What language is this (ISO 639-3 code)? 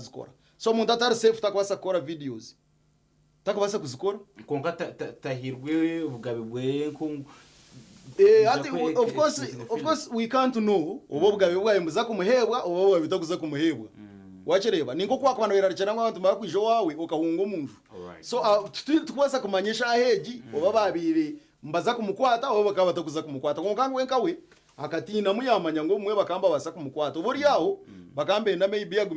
nyn